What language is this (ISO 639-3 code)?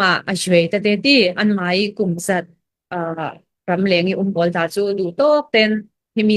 cfm